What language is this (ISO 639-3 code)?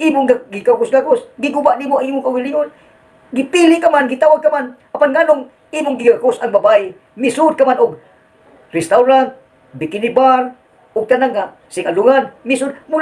ceb